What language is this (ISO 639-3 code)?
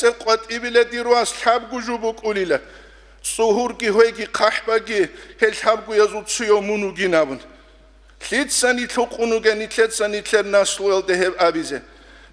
ava